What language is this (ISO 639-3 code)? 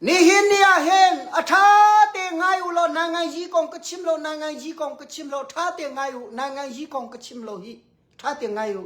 cnh